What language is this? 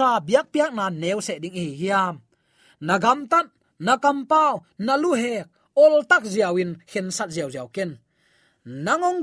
Tedim Chin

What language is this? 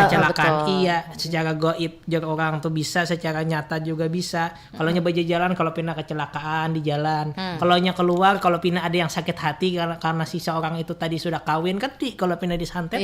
Banjar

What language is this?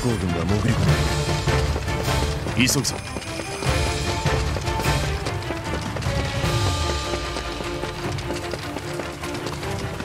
Japanese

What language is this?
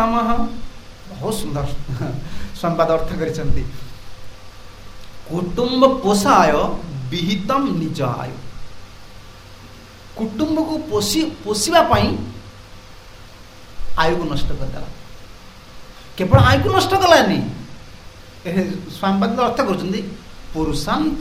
Odia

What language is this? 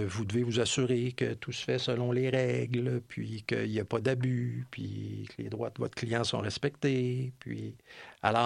French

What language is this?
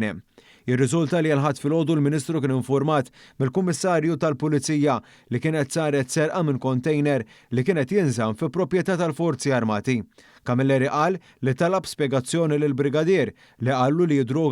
Maltese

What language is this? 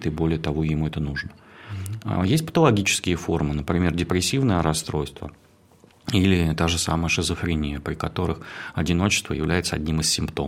Russian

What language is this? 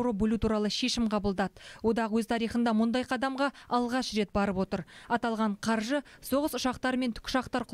Kazakh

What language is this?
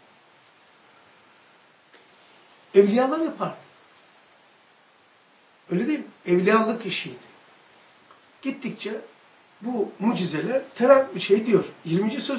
Turkish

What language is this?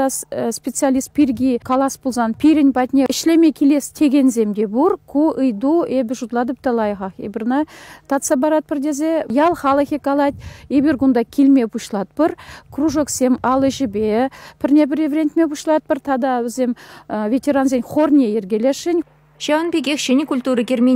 Chuvash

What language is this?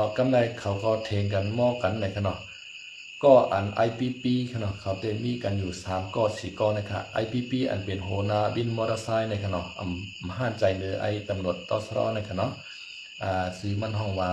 Shan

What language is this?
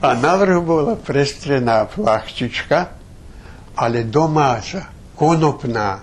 Rusyn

